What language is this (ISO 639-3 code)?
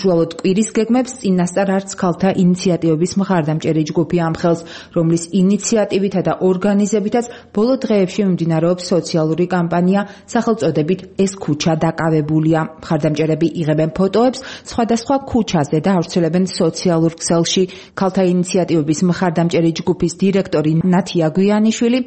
kat